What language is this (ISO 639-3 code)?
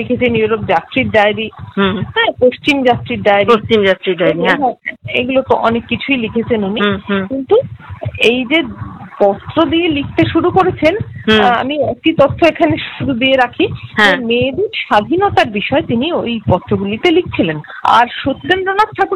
ben